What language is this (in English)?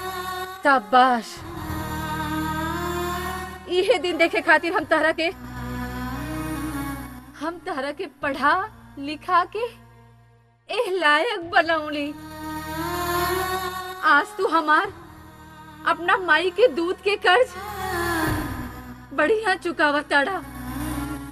Bhojpuri